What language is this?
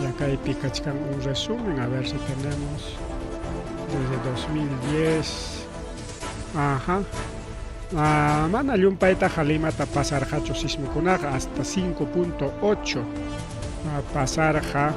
Ayacucho Quechua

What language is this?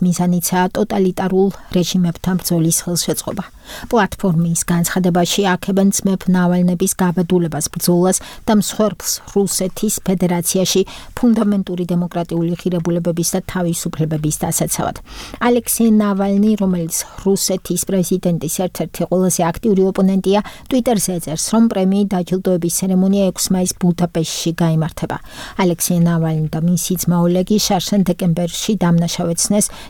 Georgian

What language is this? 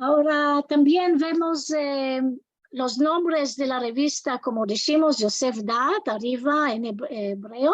Ladino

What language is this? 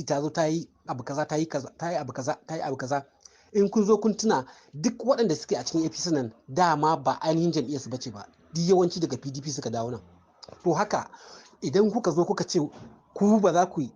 Hausa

